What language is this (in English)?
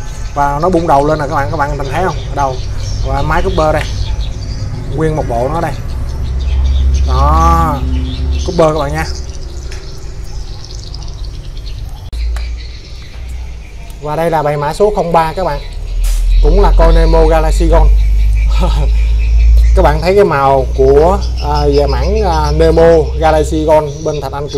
Vietnamese